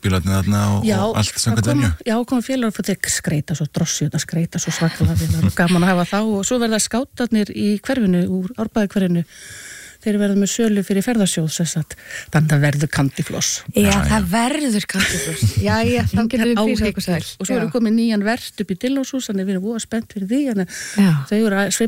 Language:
Icelandic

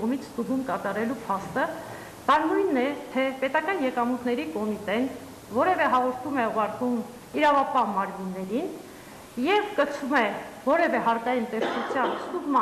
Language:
Armenian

